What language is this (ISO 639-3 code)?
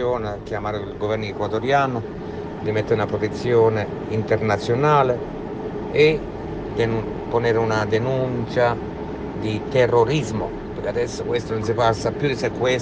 ita